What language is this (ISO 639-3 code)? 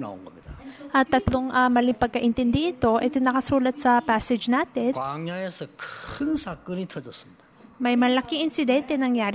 fil